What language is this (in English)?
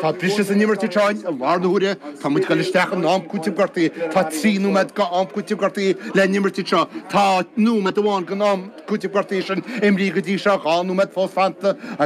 Irish